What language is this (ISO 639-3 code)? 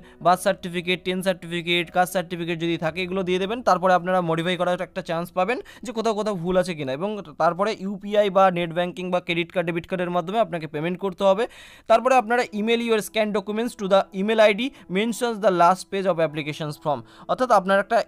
ben